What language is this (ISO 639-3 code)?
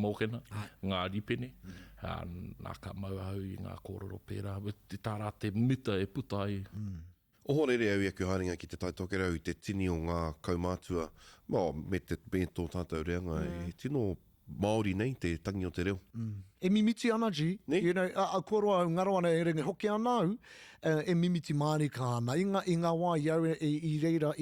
mri